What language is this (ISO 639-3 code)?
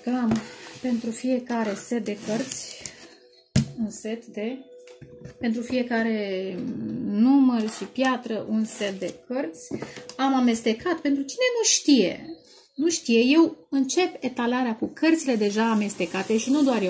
ron